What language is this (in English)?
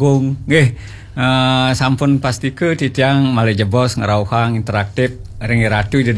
Balinese